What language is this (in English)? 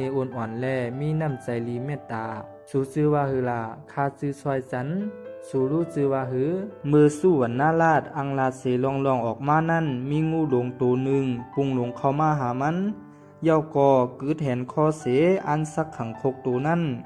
Shan